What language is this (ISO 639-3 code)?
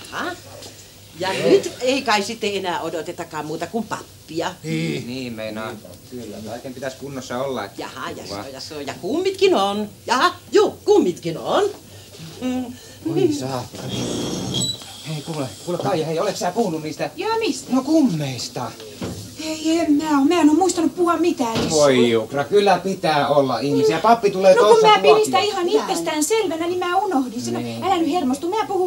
fin